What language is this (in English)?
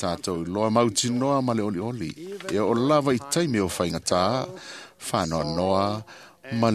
Samoan